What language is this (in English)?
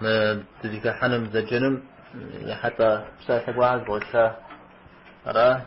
Kabardian